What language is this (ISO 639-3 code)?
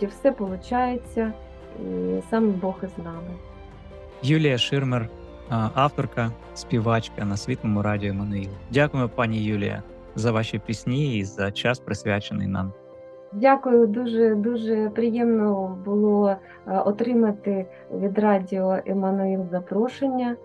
ukr